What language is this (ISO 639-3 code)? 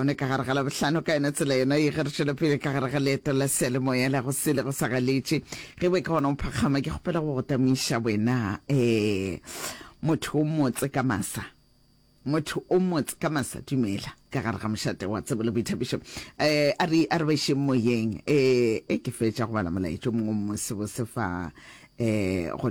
nso